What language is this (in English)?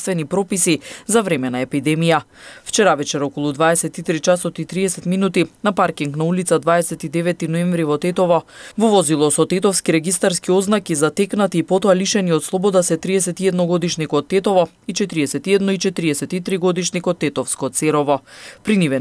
Macedonian